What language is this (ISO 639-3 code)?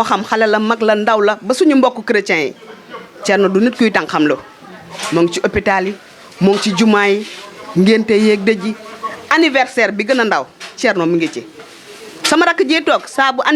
wol